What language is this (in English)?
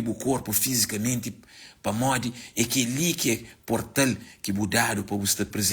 Kabuverdianu